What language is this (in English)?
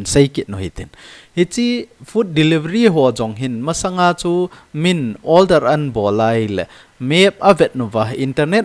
Thado Chin